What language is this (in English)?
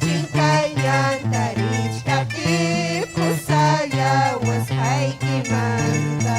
Ayacucho Quechua